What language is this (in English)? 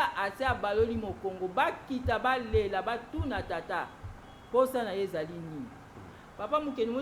Lingala